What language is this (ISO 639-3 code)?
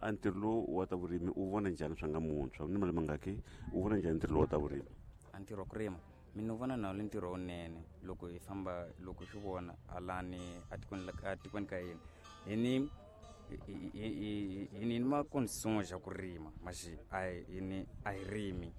tso